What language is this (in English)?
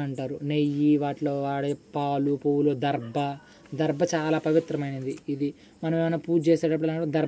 Telugu